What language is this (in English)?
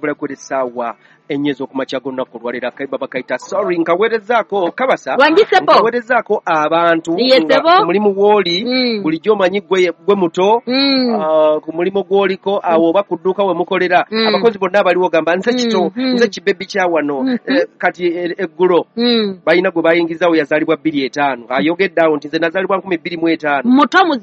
Ganda